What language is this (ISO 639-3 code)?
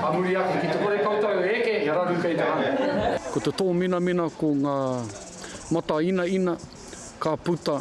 mri